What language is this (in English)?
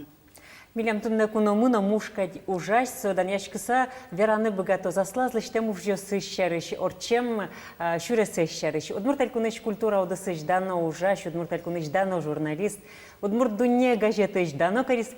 Udmurt